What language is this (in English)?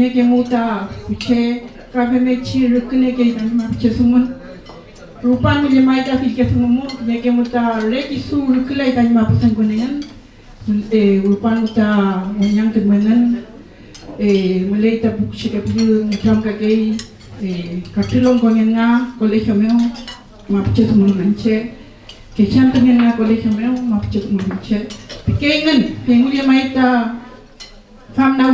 Mapuche